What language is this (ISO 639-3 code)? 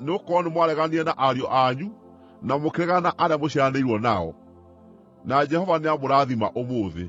kik